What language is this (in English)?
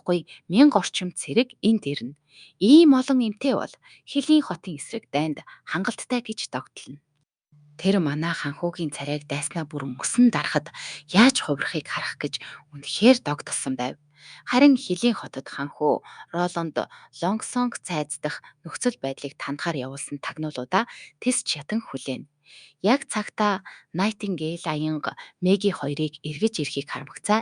Mongolian